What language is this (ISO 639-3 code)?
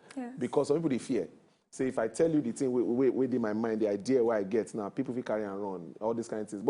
pcm